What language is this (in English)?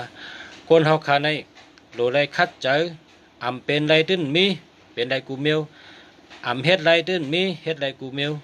Shan